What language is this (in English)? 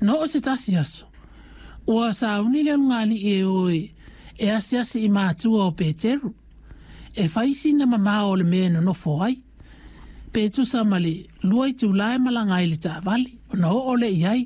Samoan